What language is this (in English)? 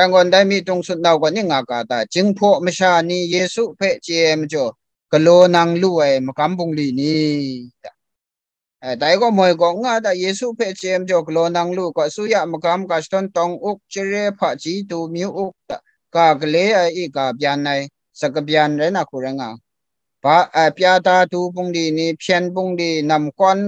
Kachin